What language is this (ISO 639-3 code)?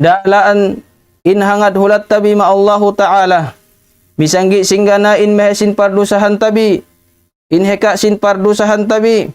tsg